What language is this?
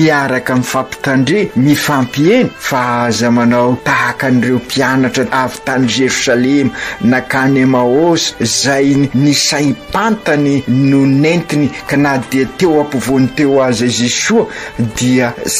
Malagasy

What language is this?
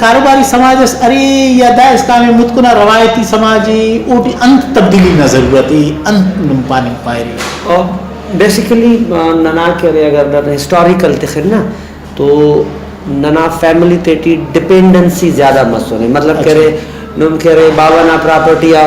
Brahui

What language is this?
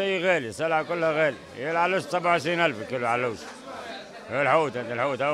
Tunisian Arabic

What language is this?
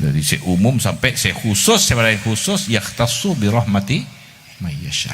Madurese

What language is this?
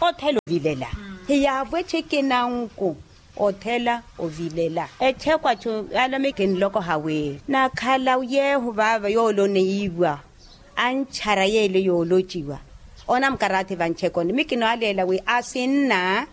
Makhuwa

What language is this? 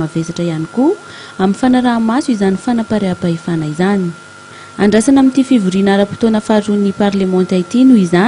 Malagasy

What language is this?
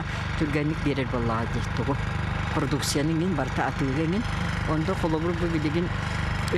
Yakut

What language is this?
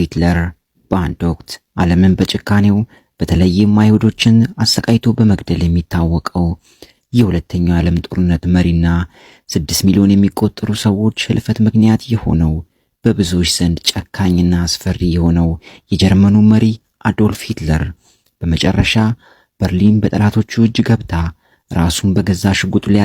Amharic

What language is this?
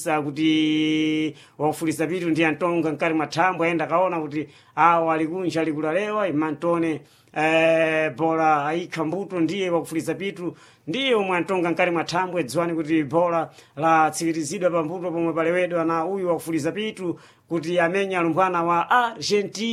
Sena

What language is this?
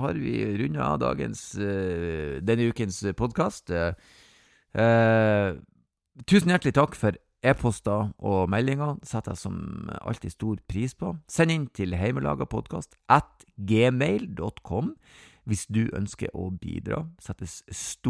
Norwegian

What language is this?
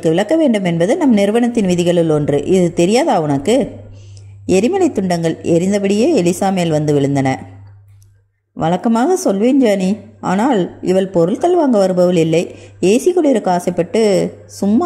Tamil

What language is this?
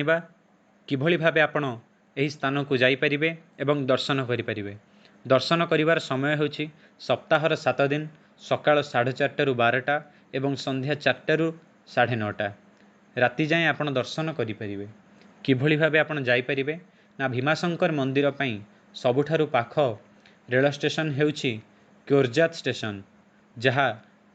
Odia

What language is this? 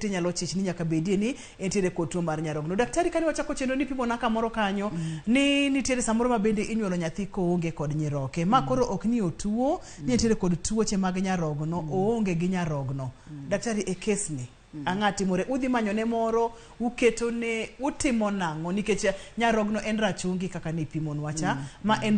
Luo (Kenya and Tanzania)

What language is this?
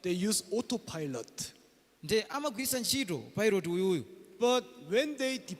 Nyanja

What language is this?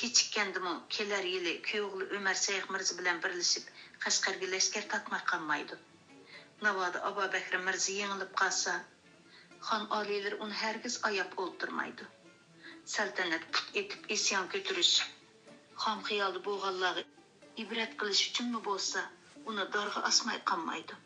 Uyghur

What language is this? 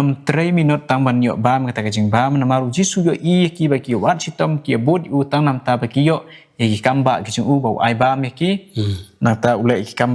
Khasi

